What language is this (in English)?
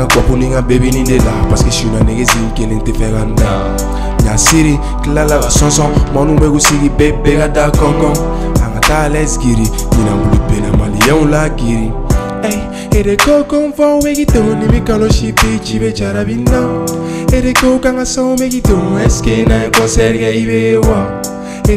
Bambara